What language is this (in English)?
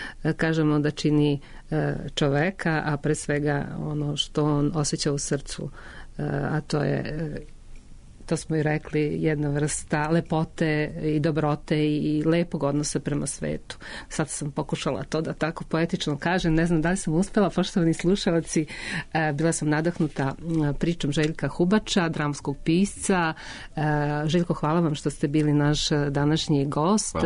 Serbian